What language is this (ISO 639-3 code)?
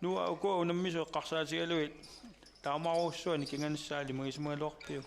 kal